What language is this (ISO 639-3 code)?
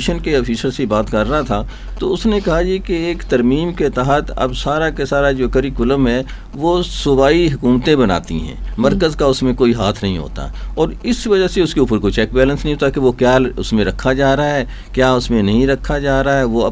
urd